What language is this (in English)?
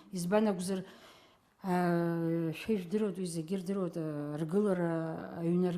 Abkhazian